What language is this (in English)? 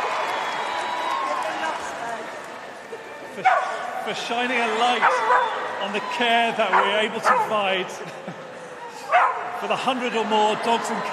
English